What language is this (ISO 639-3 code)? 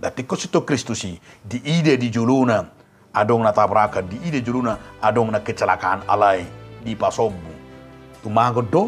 bbc